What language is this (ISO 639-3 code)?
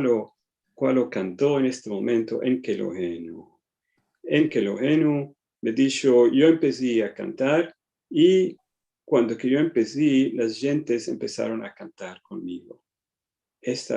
lad